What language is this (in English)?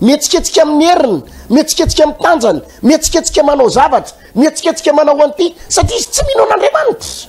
Malagasy